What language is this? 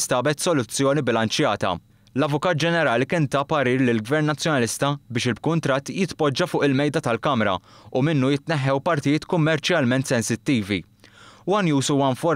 Maltese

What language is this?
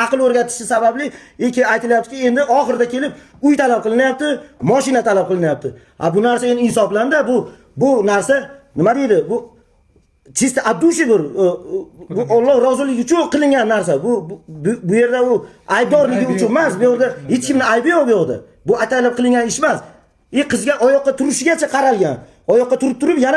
Uzbek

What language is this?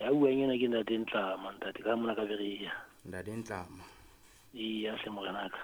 Southern Sotho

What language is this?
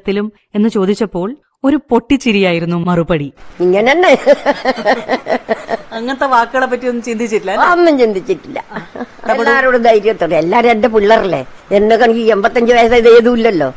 Malayalam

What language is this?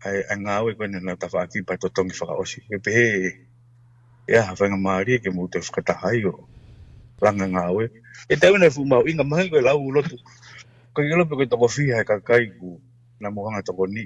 Tongan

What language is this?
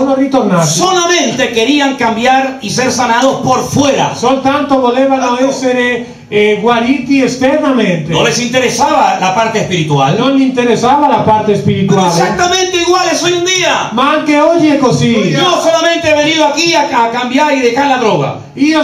Spanish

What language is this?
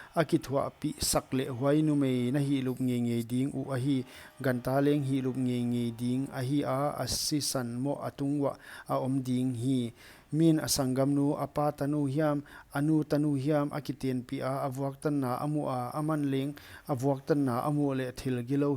Paite Chin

